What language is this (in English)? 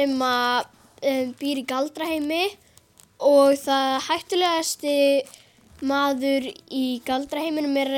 Icelandic